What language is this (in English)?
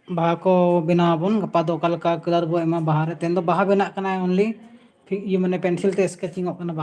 Santali